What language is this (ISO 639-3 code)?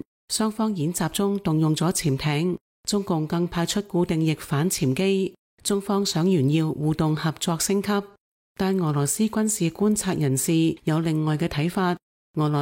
yue